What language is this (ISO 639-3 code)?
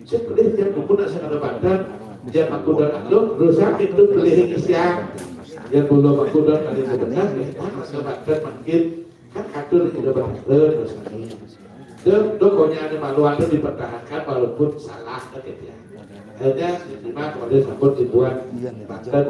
ban